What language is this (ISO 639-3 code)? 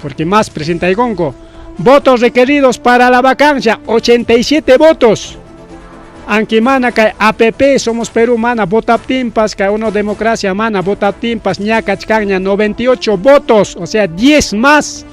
quy